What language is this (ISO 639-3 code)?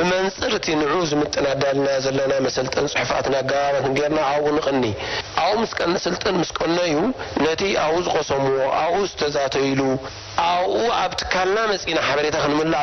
tir